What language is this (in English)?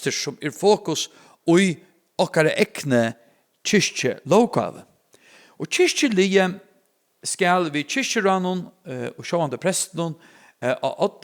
Faroese